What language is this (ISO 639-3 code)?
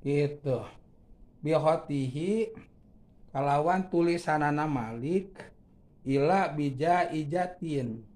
sun